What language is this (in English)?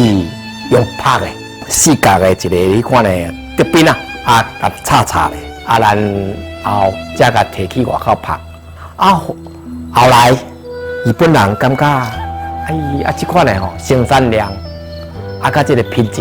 Min Nan Chinese